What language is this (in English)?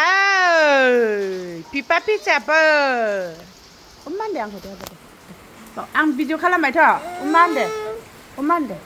Bodo